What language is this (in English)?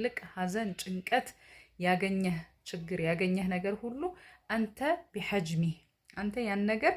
Amharic